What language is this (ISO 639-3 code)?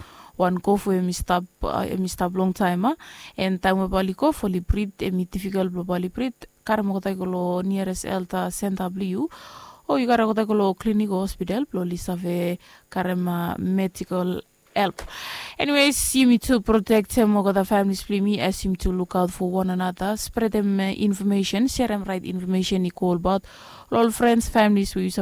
bis